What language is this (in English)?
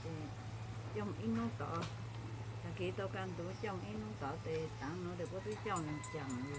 Hmong